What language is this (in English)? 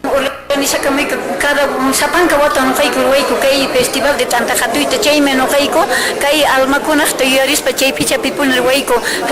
Quechua